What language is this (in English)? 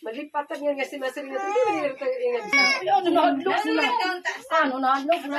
Waray